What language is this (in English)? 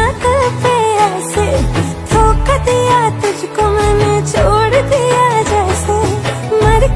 Hindi